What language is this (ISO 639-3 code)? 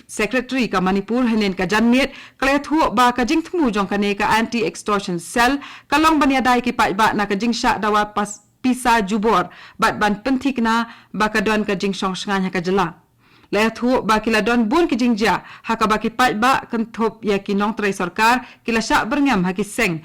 kha